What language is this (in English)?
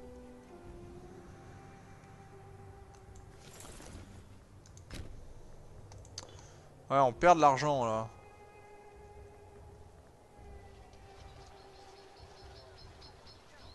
French